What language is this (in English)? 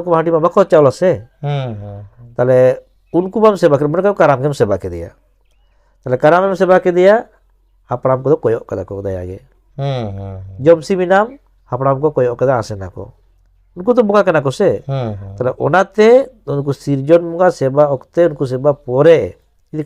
Santali